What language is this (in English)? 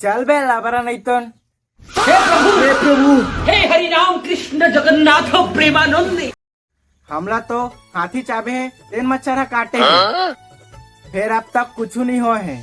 Chhattisgarhi